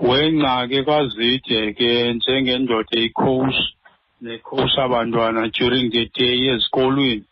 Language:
Xhosa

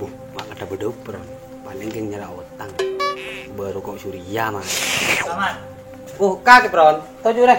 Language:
Madurese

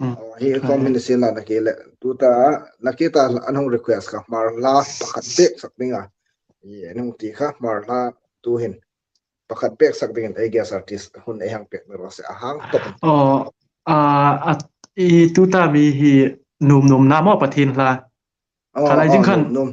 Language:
Hmar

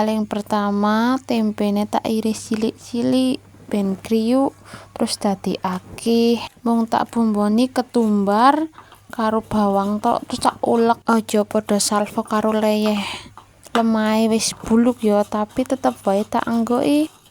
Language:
Javanese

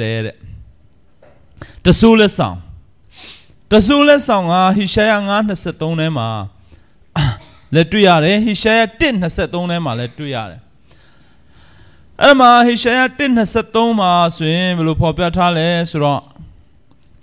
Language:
Burmese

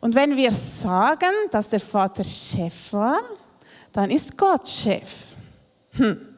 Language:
Swiss German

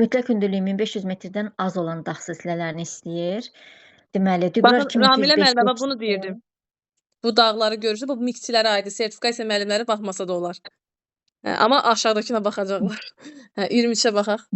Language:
Azerbaijani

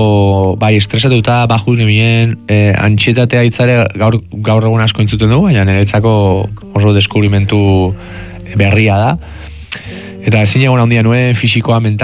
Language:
Basque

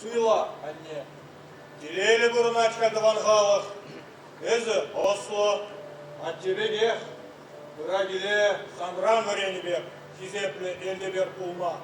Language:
Chuvash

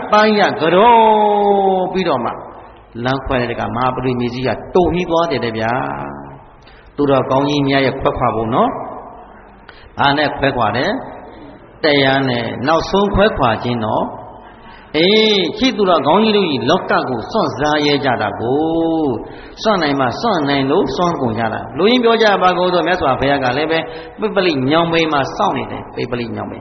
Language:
Burmese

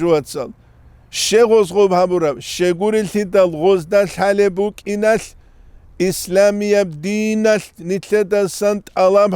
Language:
Avaric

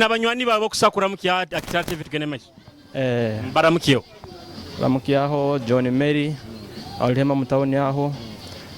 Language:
Nyoro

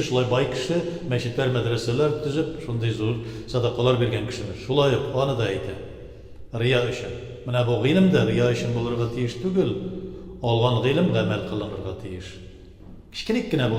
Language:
Tatar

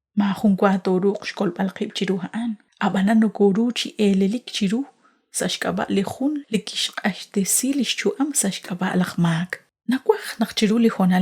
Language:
Kekchí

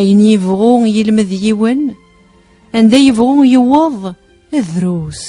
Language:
Kabyle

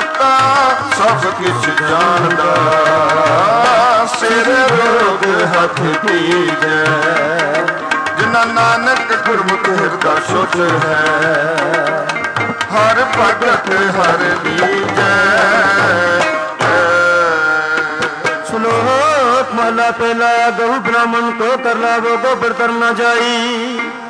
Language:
Punjabi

